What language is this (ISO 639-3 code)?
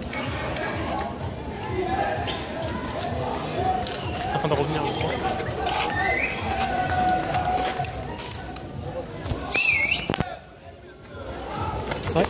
fra